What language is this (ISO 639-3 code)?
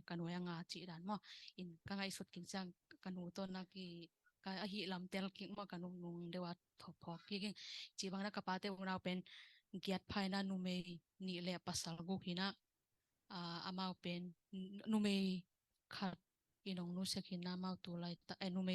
ctd